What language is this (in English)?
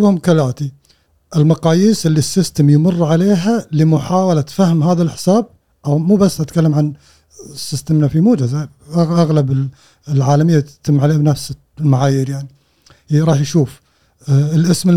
Gulf Arabic